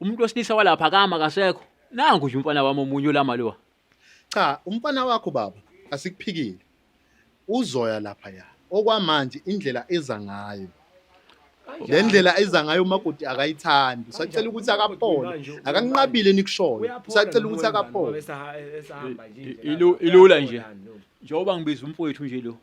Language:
Zulu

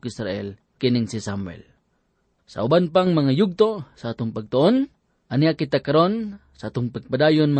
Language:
Cebuano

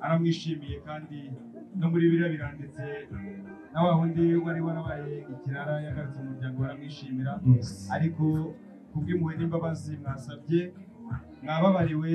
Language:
Kinyarwanda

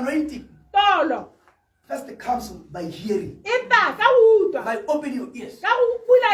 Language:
Tswana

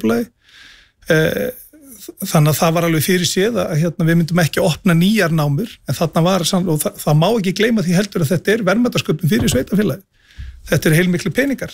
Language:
Icelandic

